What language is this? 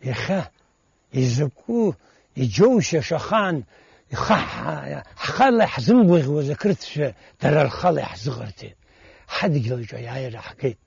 Abkhazian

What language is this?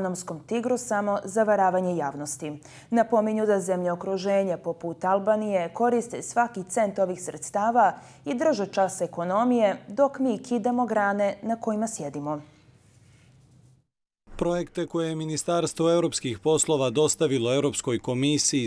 Bosnian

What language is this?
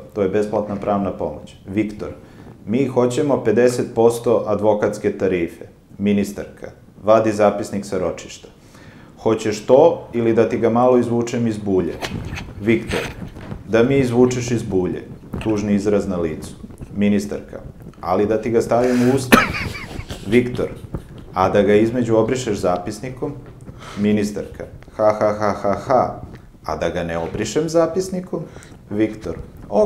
Serbian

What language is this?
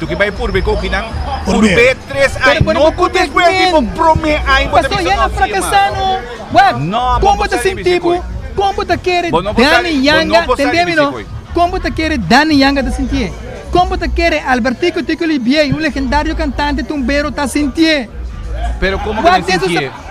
Papiamento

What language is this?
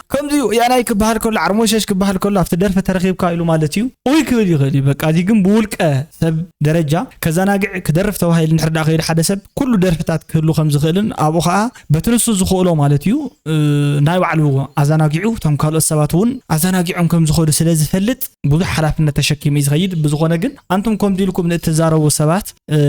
Tigrinya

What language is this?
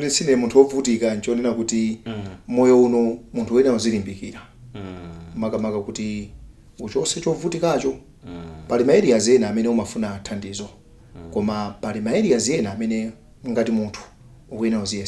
Nyanja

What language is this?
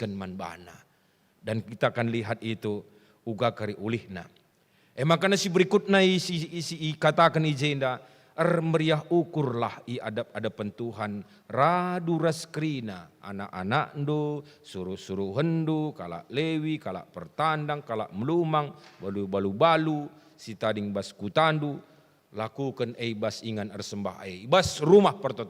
Batak Karo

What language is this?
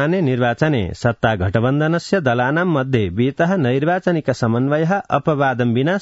Sanskrit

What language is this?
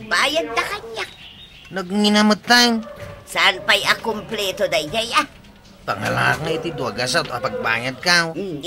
Iloko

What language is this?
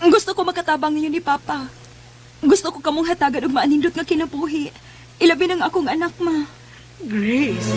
Cebuano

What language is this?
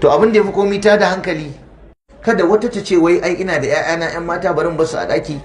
Hausa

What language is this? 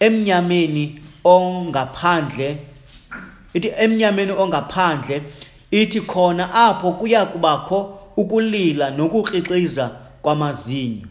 Xhosa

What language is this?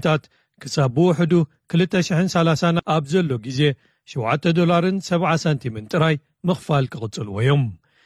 Tigrinya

